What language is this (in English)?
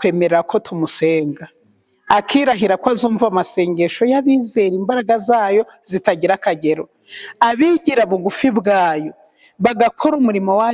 Kinyarwanda